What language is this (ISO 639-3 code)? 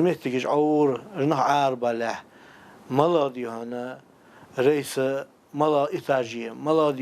inh